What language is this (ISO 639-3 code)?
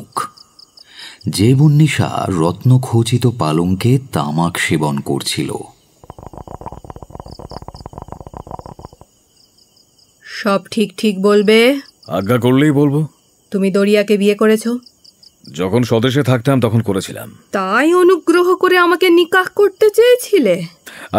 ben